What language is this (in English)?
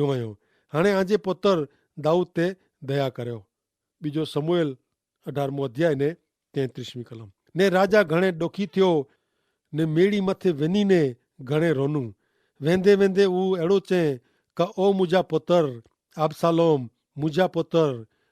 Kachhi